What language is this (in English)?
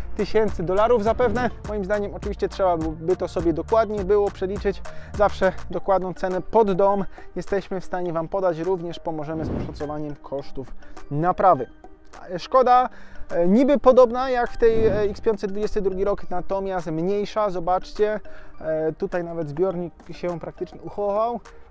Polish